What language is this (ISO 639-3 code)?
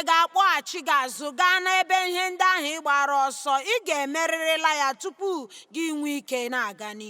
ibo